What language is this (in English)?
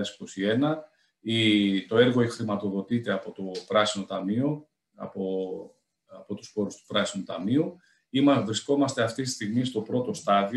Greek